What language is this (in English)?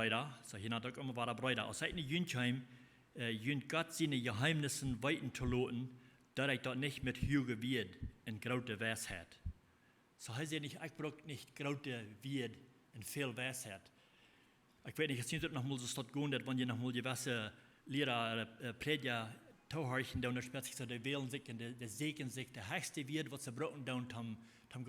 Plautdietsch